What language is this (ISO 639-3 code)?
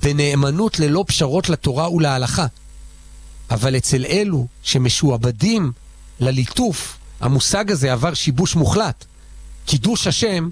heb